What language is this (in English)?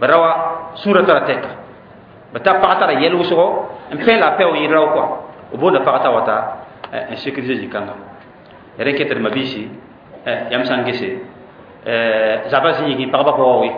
Mossi